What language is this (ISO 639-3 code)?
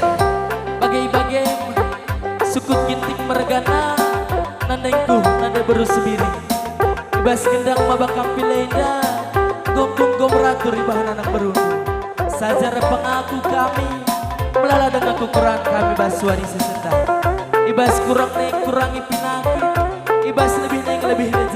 btx